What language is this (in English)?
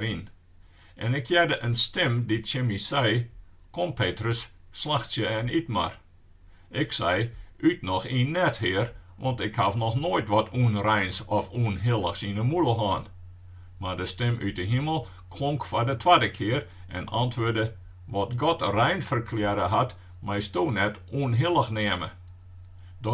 Western Frisian